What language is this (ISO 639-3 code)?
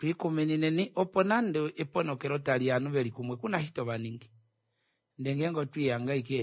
kua